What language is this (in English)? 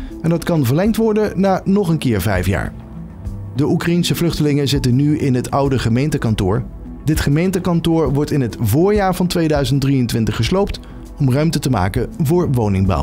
Dutch